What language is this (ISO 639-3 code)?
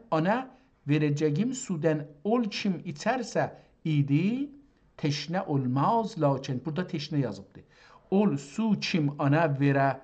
azb